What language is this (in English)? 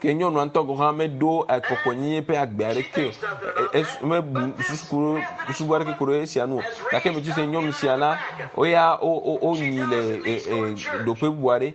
Ewe